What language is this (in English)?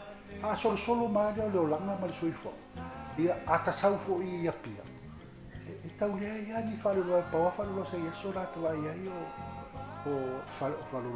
Samoan